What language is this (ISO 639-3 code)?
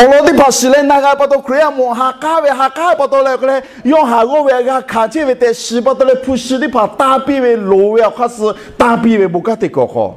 lhu